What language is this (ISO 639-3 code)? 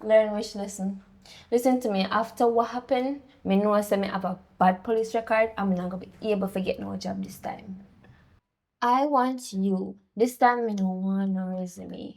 jam